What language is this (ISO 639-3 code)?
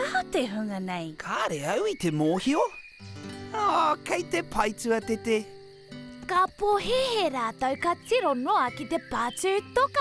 mri